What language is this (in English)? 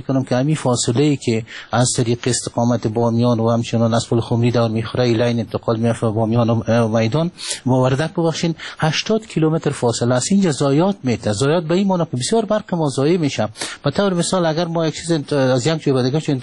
Persian